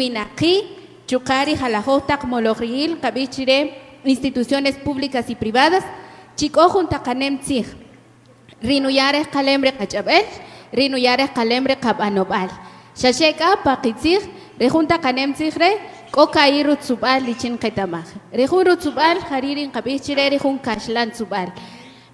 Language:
Kaqchikel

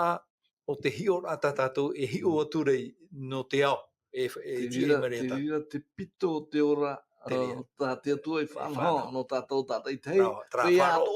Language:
Tahitian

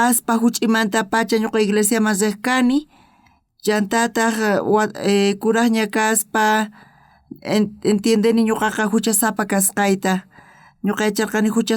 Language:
South Bolivian Quechua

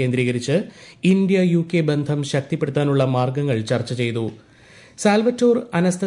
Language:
Malayalam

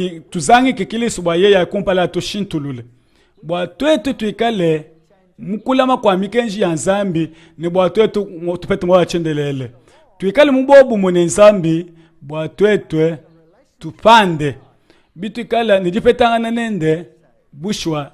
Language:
Luba-Lulua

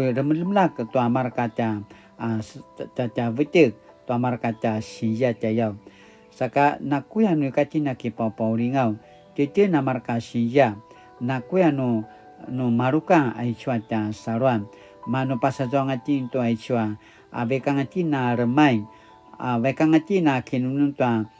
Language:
Paiwan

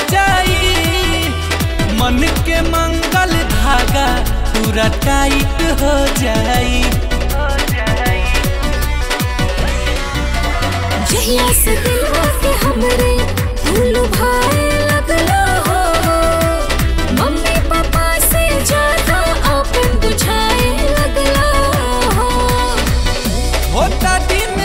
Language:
Bhojpuri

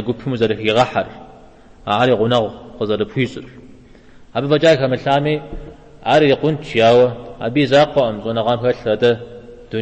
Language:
Kabardian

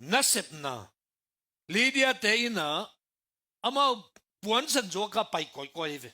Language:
Tedim Chin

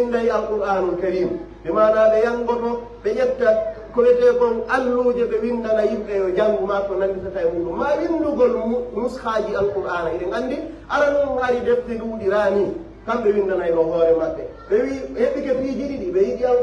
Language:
Pular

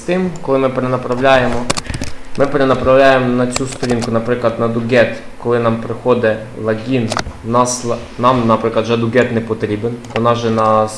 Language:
Ukrainian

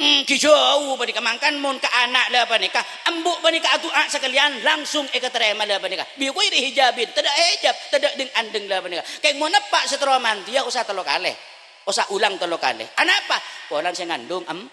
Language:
Madurese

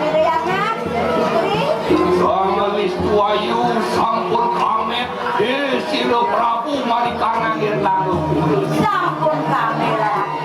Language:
Balinese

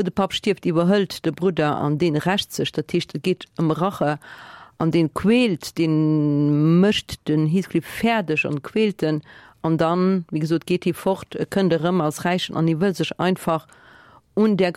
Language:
Luxembourgish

